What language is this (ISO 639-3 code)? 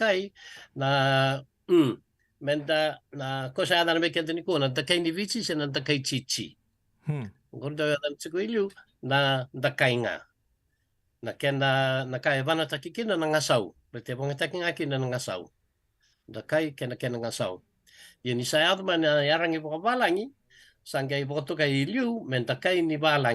fij